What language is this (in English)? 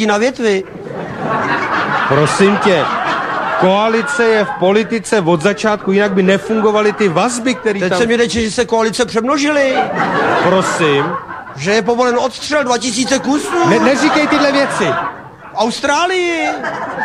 Czech